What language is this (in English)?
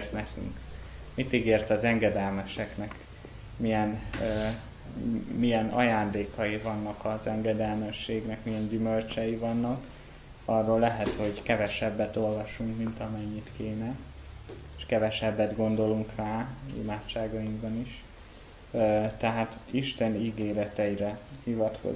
Hungarian